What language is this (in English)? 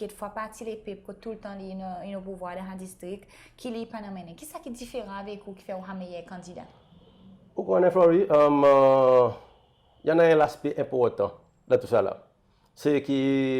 Seselwa Creole French